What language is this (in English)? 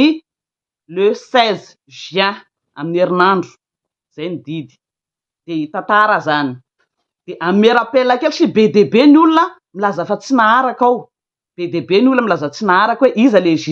Malagasy